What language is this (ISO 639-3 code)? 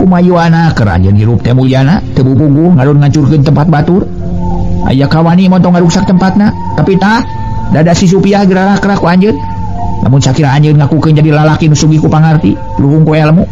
sun